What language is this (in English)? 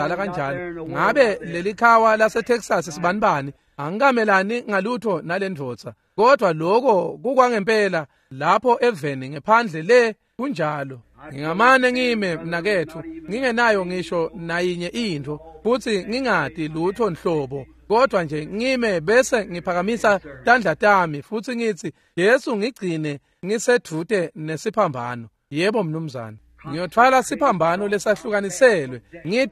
Swati